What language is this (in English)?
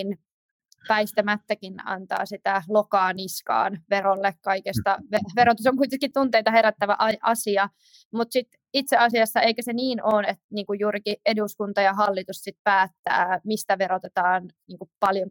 Finnish